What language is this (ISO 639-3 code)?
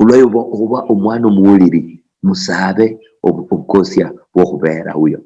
luy